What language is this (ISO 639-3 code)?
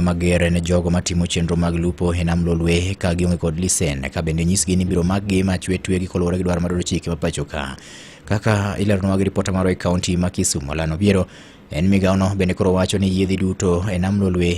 luo